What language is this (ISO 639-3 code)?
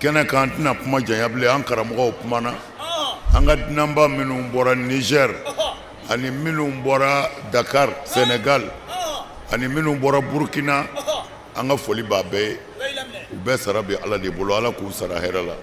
bam